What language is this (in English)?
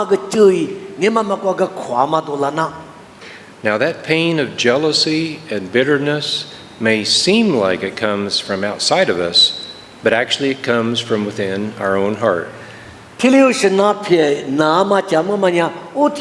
Lisu